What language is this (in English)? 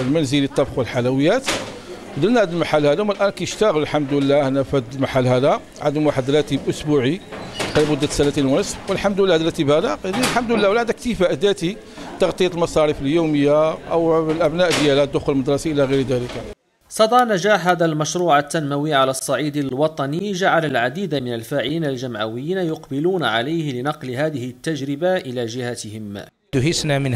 Moroccan Arabic